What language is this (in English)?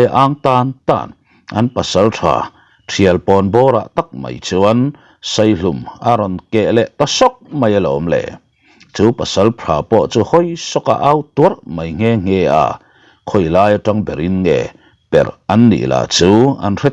Mizo